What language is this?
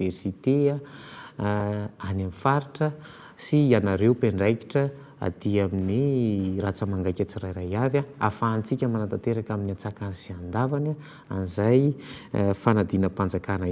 Malagasy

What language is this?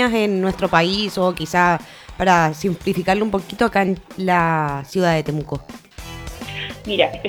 Spanish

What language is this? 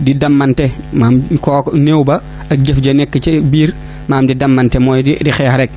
Wolof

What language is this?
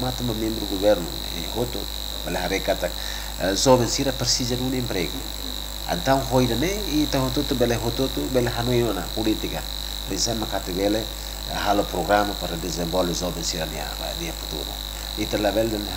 Tetum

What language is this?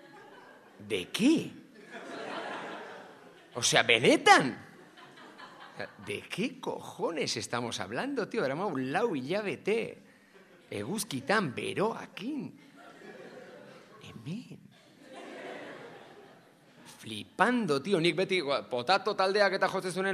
Basque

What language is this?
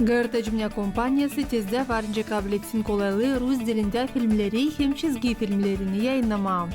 Gagauz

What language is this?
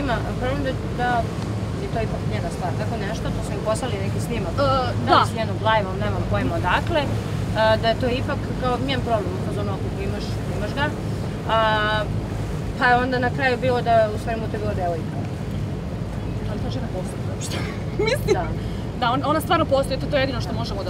Serbian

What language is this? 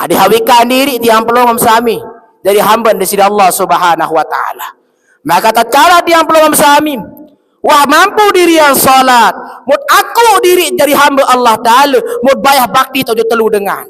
Sasak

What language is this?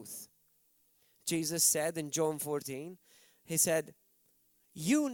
English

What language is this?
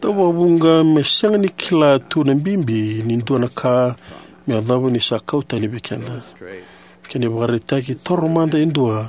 Fijian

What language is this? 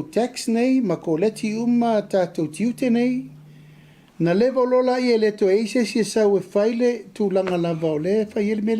Samoan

